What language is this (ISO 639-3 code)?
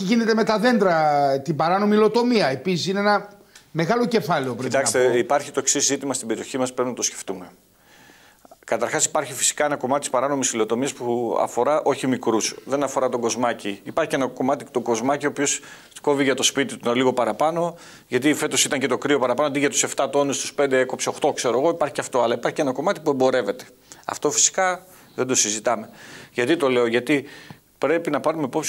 ell